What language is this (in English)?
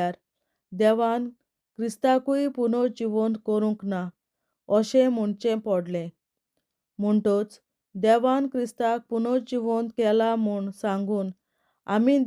Konkani